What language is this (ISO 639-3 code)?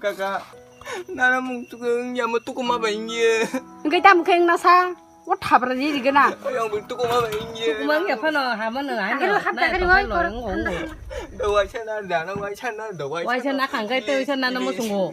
trp